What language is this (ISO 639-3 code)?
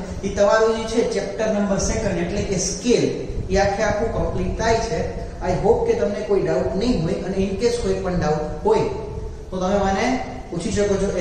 guj